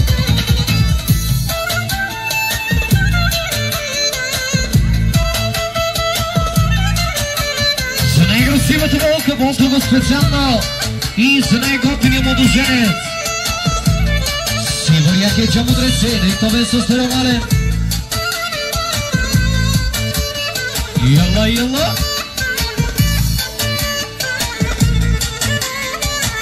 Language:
Bulgarian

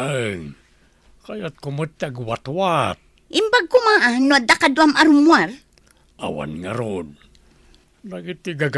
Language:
Iloko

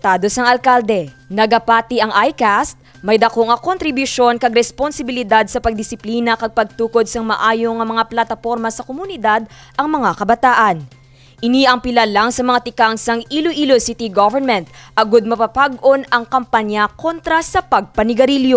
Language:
Hiligaynon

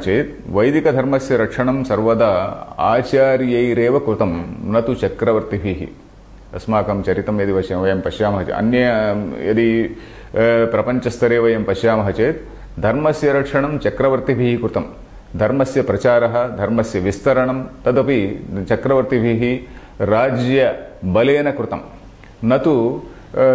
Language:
Sanskrit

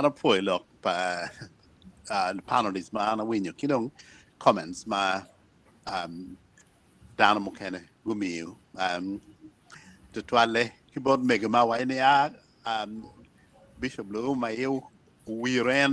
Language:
Acoli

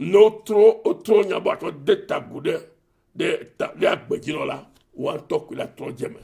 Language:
Ewe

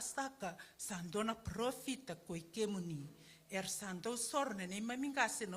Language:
Fijian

